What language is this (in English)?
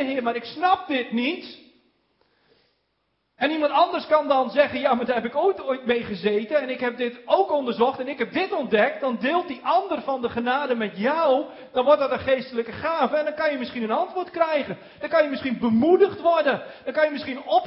Dutch